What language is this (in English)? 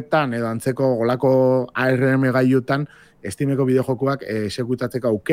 Basque